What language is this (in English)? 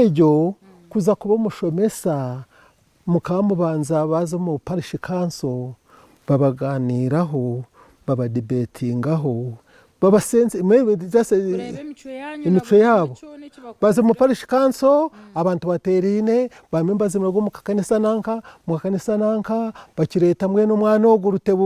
Nyankole